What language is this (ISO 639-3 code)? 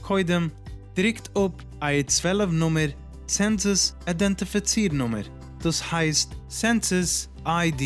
yid